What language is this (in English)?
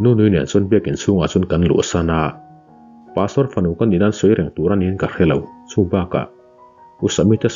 Mizo